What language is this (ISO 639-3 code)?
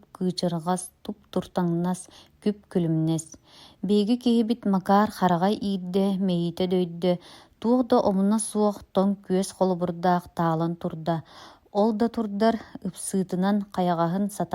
sah